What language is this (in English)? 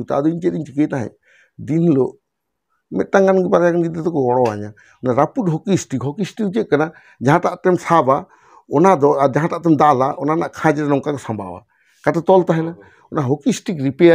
Santali